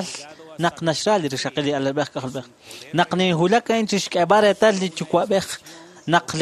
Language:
Kekchí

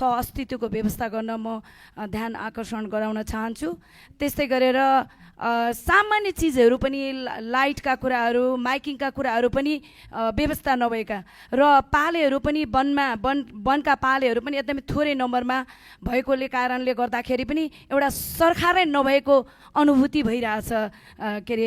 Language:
Nepali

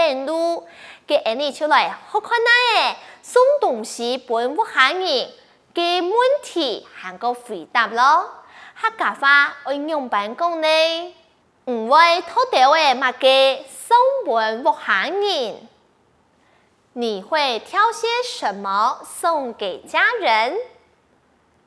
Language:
Hakka Chinese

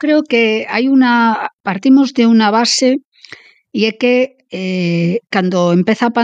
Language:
Galician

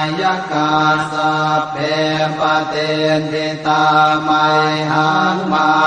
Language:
Pali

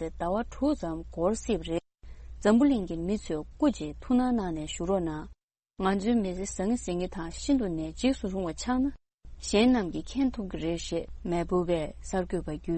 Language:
Tibetan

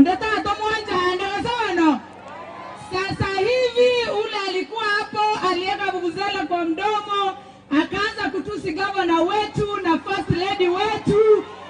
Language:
Gusii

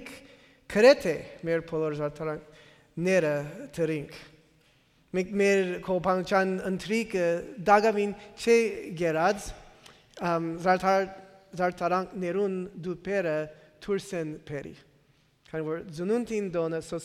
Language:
Western Armenian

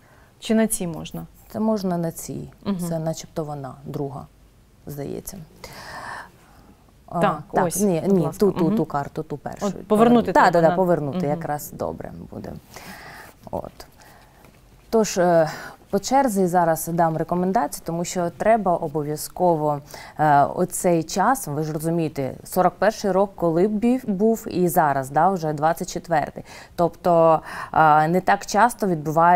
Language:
Ukrainian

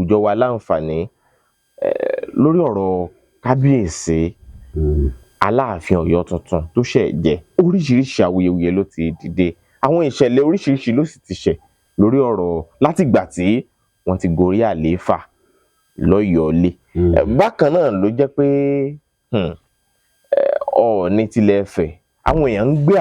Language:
Yoruba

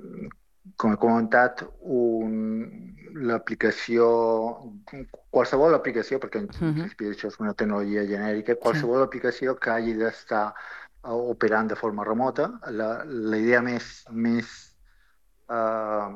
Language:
Catalan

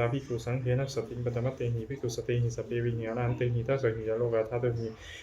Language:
Pali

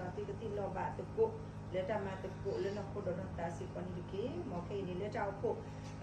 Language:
S'gaw Karen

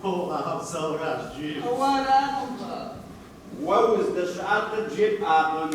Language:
Kabardian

